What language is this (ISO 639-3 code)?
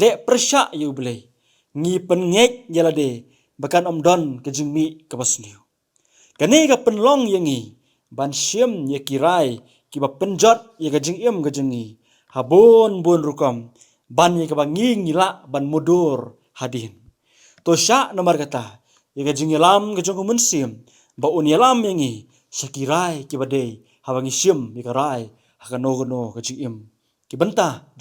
kha